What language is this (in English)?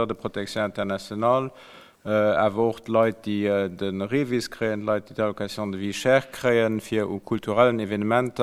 Luxembourgish